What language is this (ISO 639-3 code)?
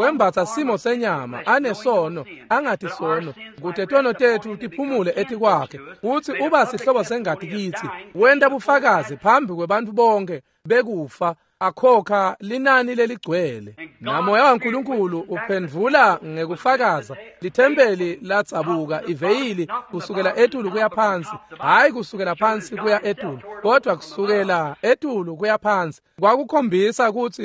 ssw